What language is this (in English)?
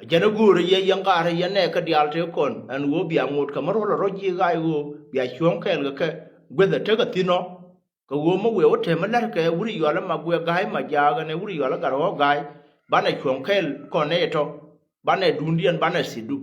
Nuer